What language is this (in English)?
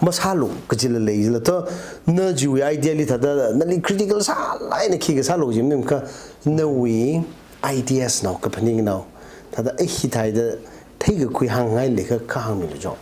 Tangkhul Naga (India)